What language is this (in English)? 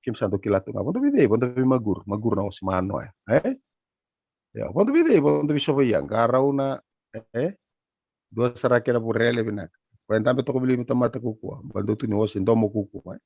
Fijian